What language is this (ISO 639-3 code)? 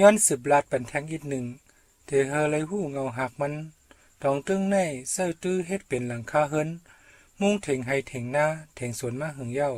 shn